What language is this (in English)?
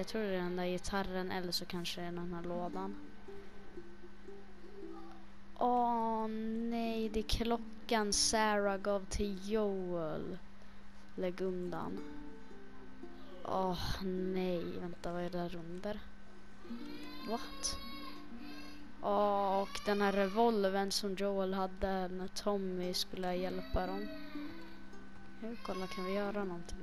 Swedish